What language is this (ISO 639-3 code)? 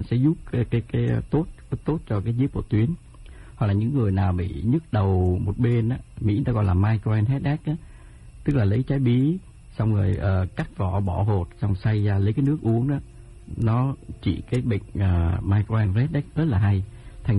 vie